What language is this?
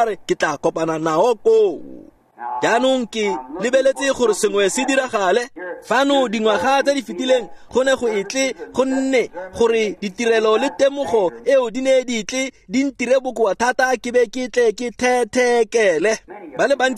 Tswana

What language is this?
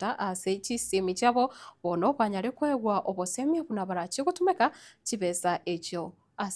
Gusii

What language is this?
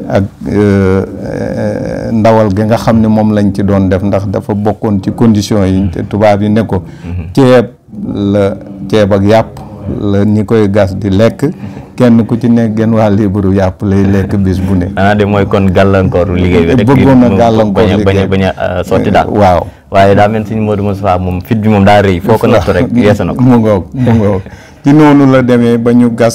Wolof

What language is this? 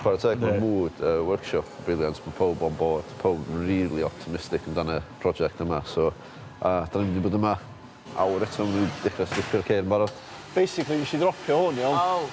Welsh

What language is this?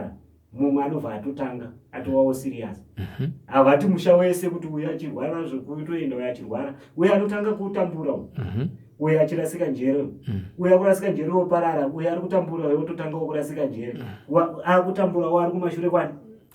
Shona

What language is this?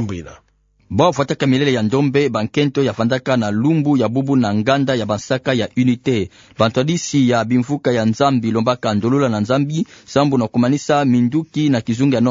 Kituba (Democratic Republic of Congo)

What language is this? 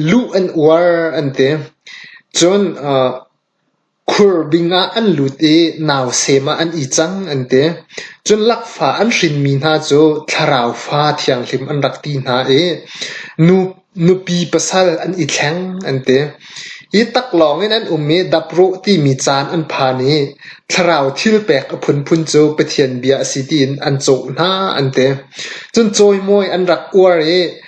Hakha Chin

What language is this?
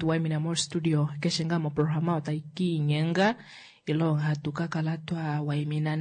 Kuanyama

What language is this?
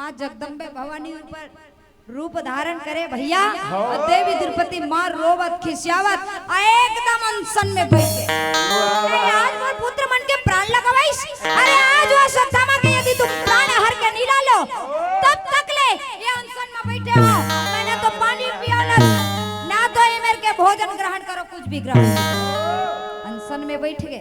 Chhattisgarhi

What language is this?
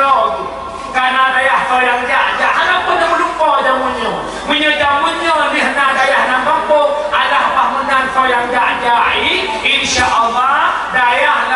Achinese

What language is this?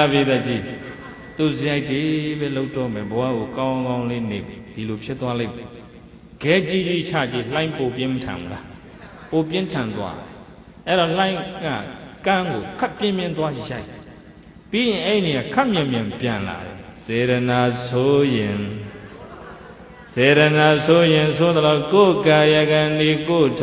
Burmese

